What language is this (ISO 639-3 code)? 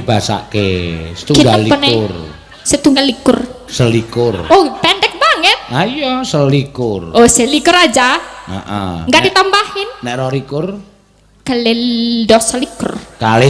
jav